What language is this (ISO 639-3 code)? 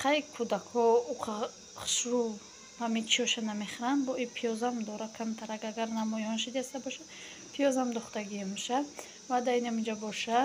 tgk